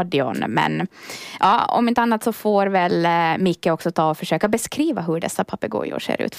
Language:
Swedish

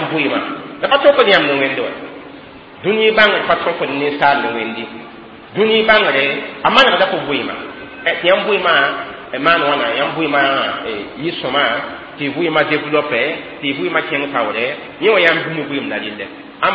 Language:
Mossi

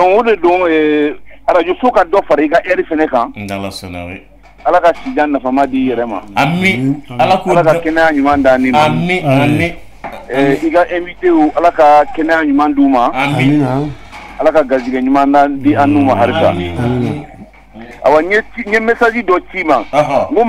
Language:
Bambara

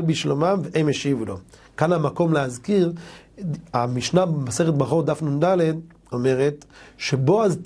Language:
Hebrew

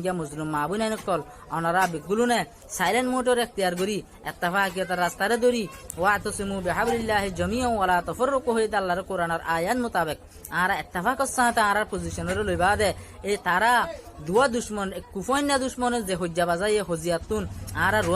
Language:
Rohingya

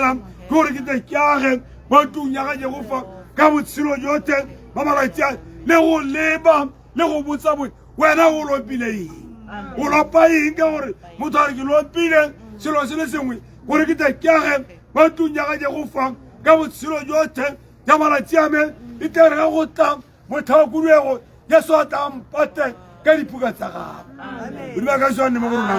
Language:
Tswana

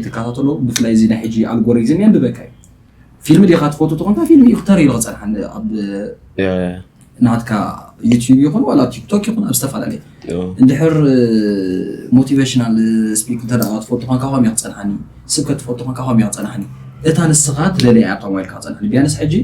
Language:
Tigrinya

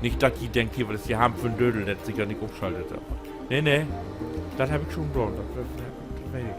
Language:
Low German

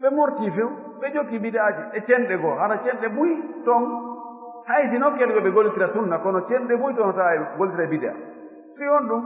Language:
Fula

